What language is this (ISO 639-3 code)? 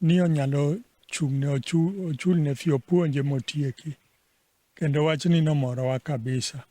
luo